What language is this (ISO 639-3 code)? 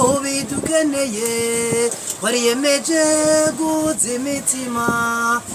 run